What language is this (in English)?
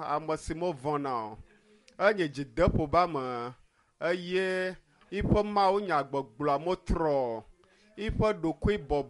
Ewe